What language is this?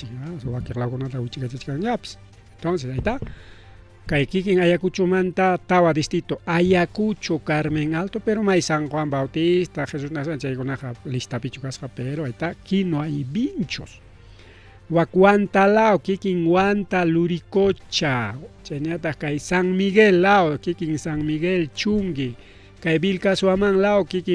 Ayacucho Quechua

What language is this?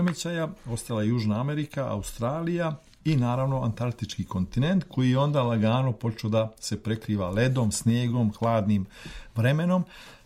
Serbian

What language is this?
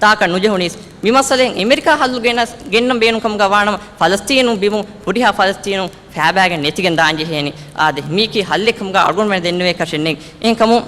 Divehi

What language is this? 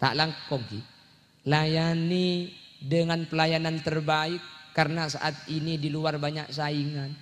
Madurese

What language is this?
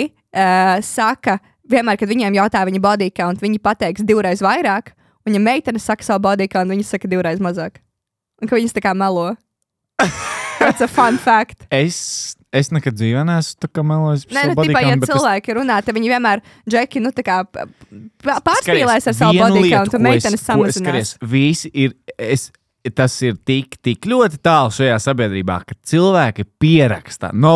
Latvian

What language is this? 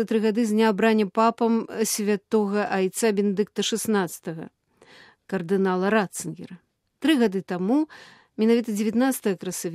Belarusian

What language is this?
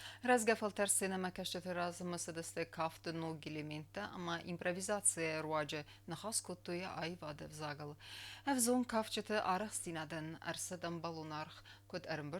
Ossetic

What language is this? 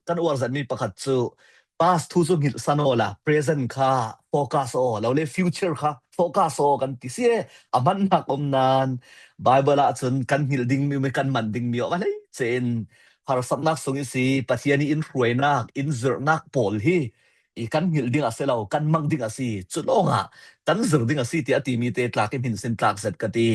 Falam Chin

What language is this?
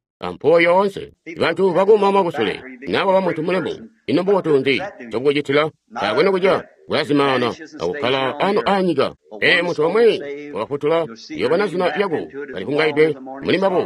Tonga (Zambia)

